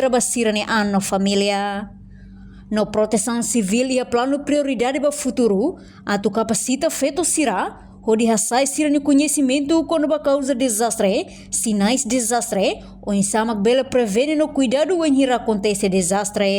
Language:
Tetum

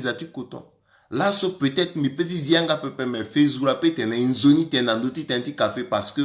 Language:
Sango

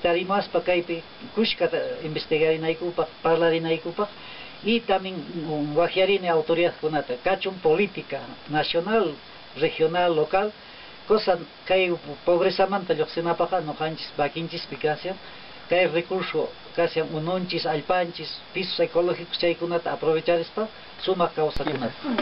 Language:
Quechua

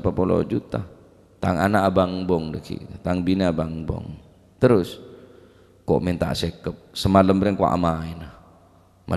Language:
Madurese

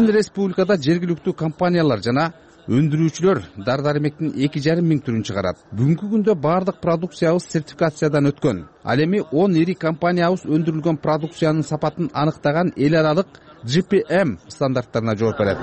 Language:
Kyrgyz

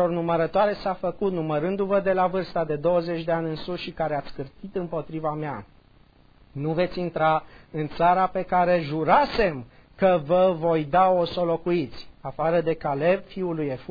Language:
Romanian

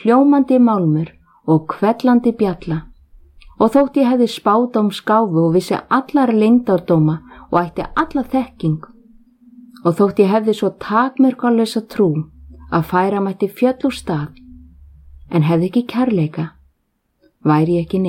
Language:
Icelandic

